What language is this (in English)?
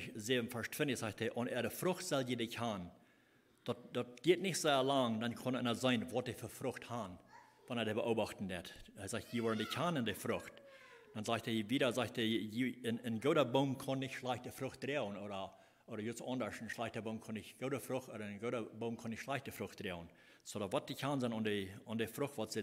Plautdietsch